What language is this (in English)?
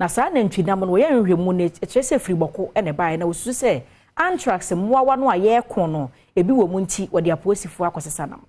Akan